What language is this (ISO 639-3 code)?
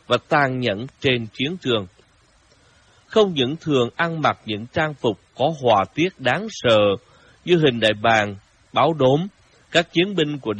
vie